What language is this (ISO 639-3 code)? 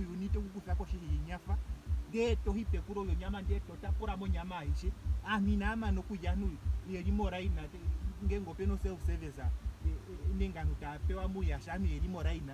ndo